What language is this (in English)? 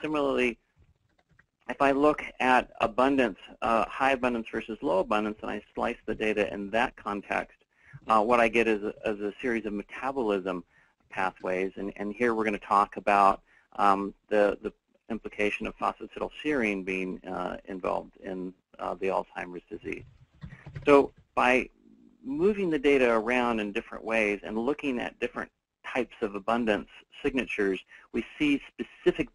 English